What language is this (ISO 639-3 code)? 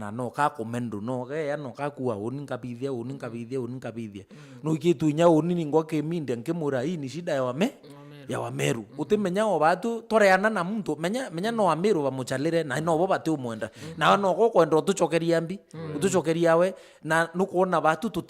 mer